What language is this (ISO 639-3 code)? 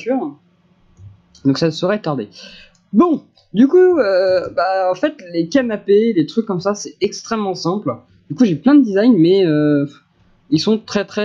fra